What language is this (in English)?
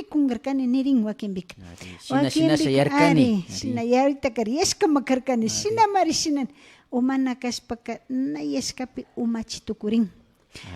Imbabura Highland Quichua